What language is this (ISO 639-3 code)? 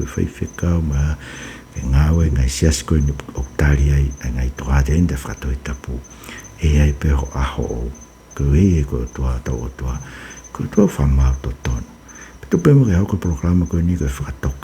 ton